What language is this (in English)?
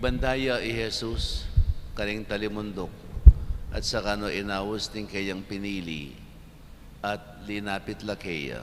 Pampanga